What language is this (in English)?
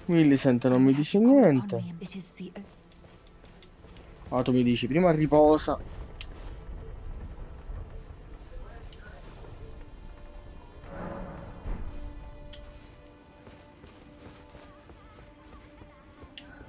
Italian